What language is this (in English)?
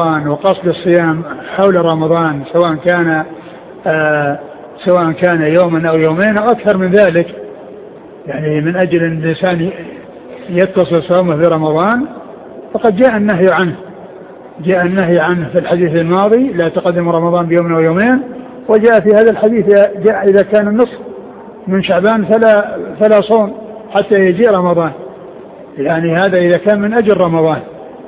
Arabic